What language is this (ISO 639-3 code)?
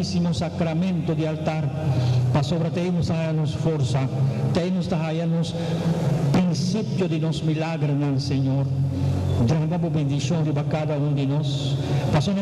pap